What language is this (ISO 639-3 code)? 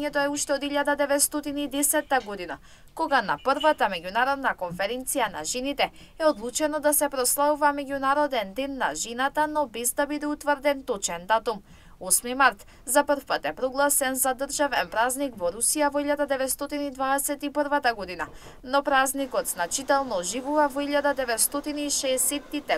mkd